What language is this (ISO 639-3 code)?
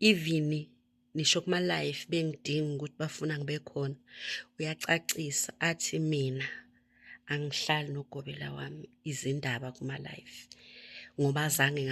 zul